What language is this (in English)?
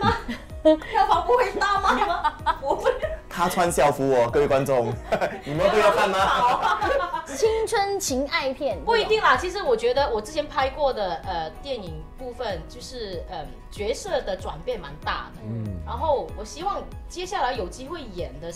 Chinese